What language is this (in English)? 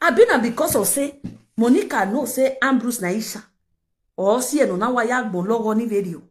Nigerian Pidgin